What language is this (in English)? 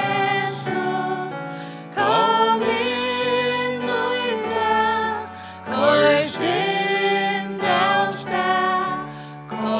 Faroese